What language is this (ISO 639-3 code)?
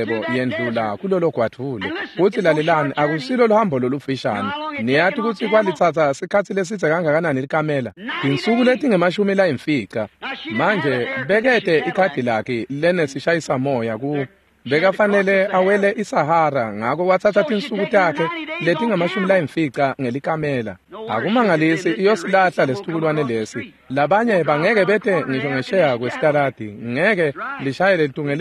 ssw